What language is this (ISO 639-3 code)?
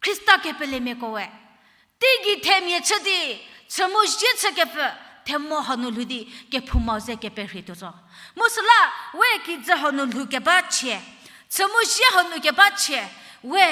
njm